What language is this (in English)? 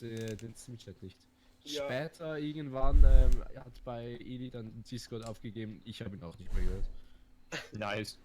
Swiss German